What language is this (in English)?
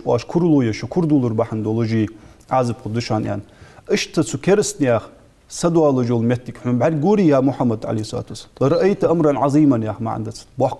Ingush